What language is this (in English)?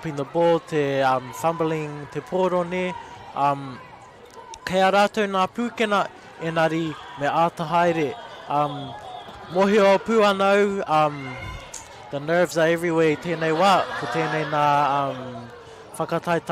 Māori